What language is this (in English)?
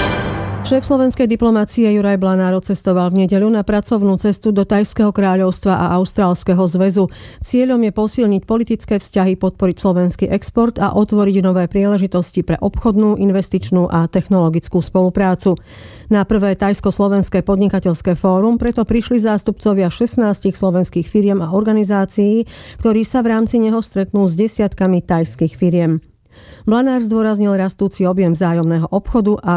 Slovak